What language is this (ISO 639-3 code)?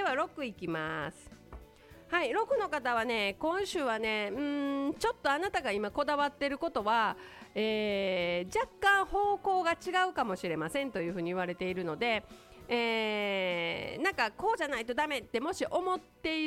jpn